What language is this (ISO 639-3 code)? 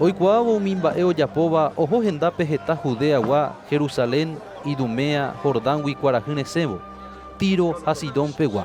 grn